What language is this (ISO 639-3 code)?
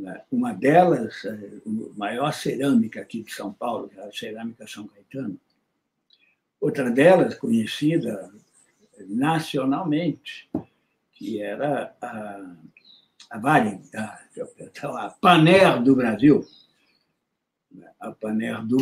por